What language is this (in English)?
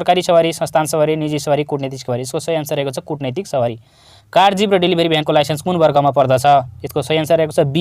Nepali